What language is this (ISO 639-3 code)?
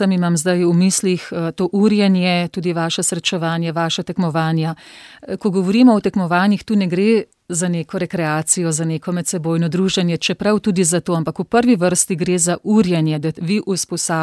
slv